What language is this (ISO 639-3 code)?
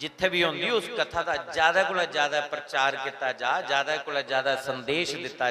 doi